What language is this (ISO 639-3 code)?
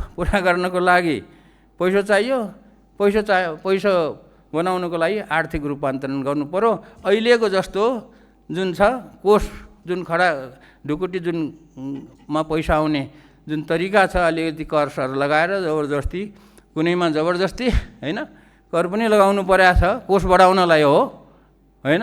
nep